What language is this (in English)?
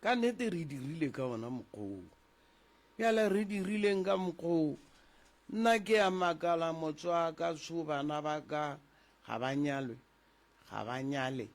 Northern Sotho